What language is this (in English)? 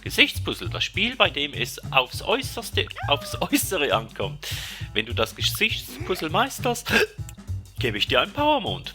Swiss German